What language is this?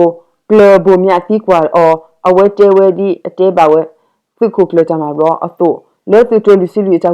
S'gaw Karen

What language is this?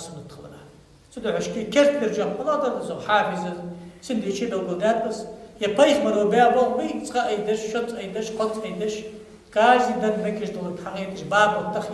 Ingush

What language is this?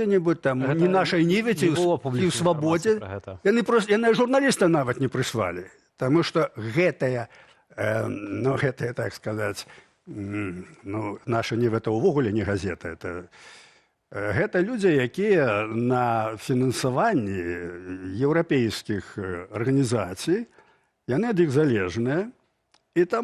Belarusian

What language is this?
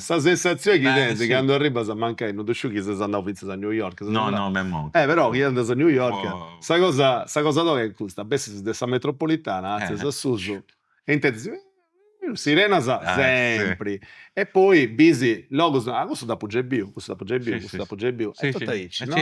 Sardinian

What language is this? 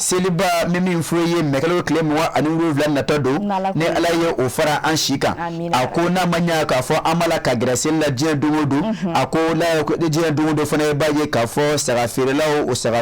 Bambara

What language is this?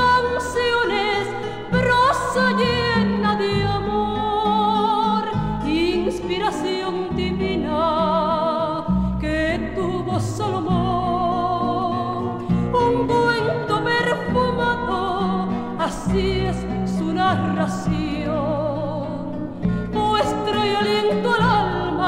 Spanish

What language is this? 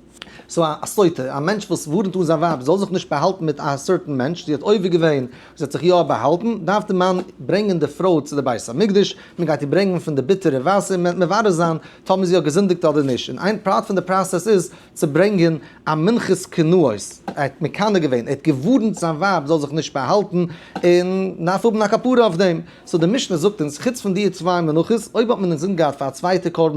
Yiddish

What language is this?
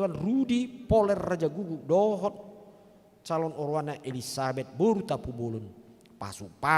Batak Toba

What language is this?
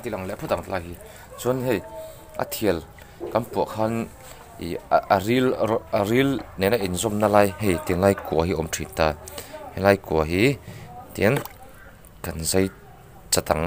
Mizo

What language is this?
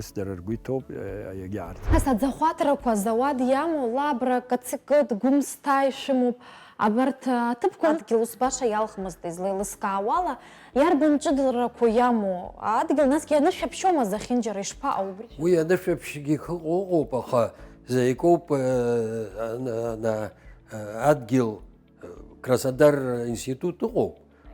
Abkhazian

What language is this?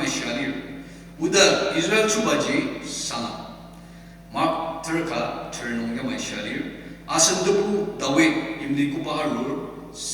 Ao Naga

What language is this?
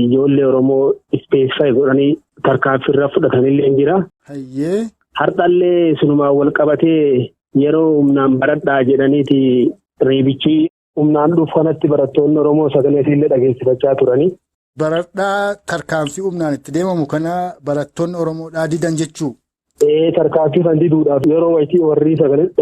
Oromo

